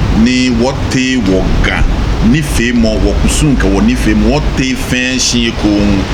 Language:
Ga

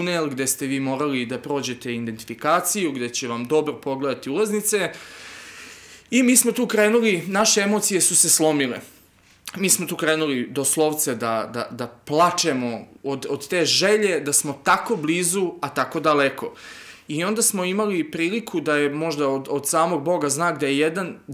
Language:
Serbian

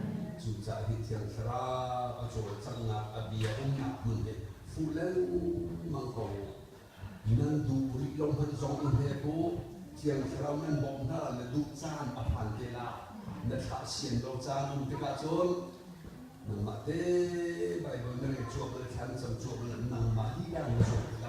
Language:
Hakha Chin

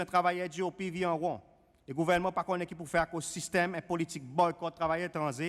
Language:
Seselwa Creole French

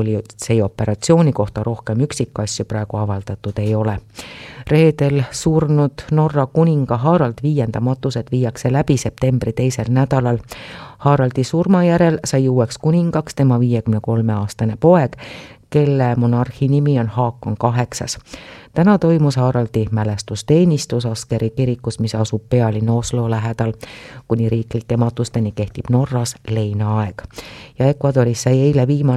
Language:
Estonian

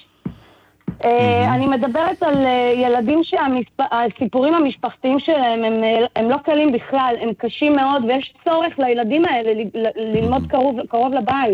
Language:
Hebrew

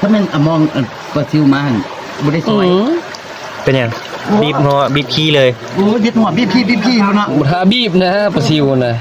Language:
Northeastern Thai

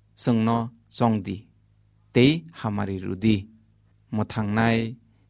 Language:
Kok Borok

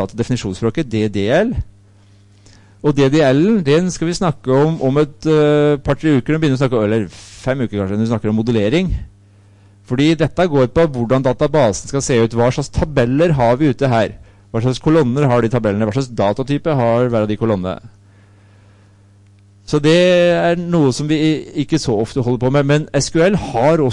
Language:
Norwegian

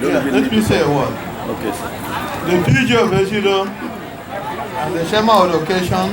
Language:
Igbo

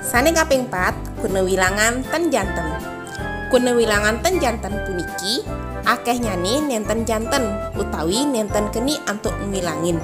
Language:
Balinese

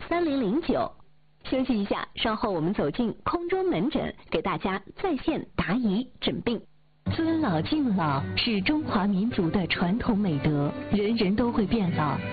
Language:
Chinese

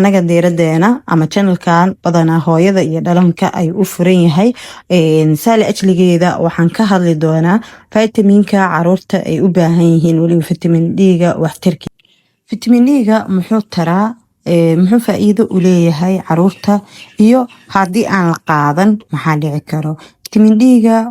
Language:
Somali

